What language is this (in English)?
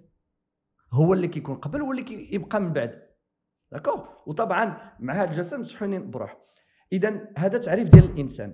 Moroccan Arabic